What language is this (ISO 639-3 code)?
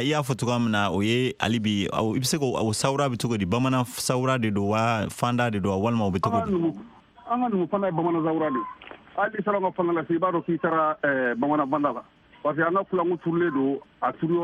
bam